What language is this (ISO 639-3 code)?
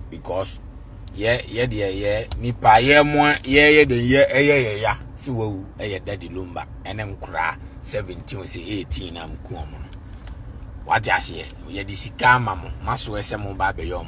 aka